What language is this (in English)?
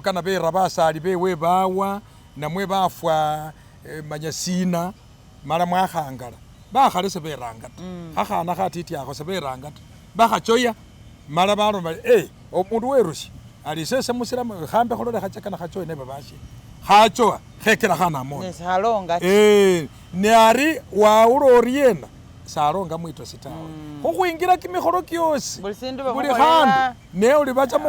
Masaaba